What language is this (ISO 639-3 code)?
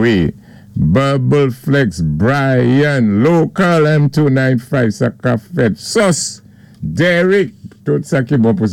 acf